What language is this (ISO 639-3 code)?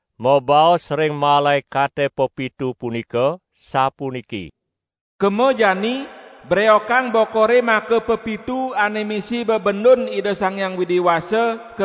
ban